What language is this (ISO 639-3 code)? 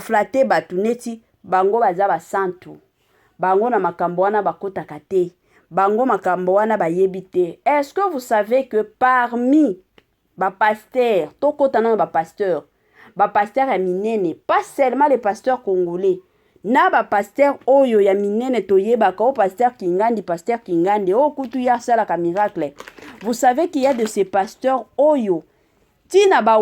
lin